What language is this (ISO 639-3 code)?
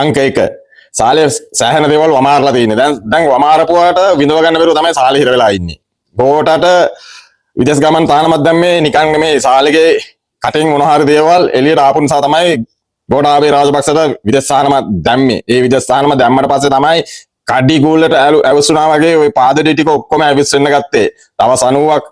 sin